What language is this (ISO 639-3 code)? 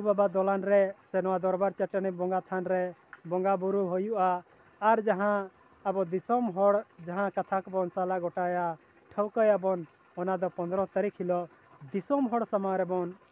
sat